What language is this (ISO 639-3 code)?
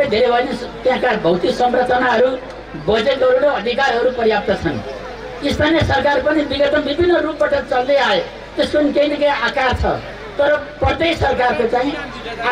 nep